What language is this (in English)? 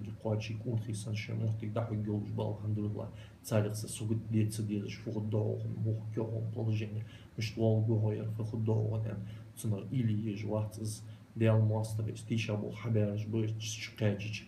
Ingush